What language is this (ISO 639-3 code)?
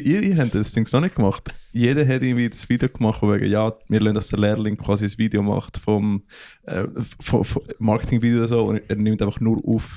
gsw